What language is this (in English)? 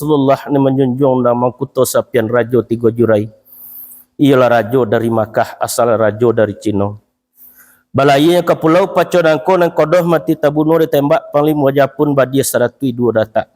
Minangkabau